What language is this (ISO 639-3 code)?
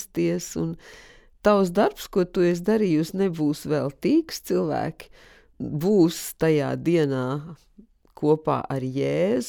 lav